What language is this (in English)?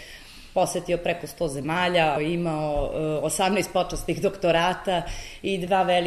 Serbian